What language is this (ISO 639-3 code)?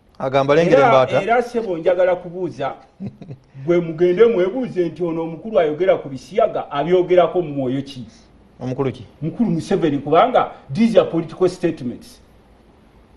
lug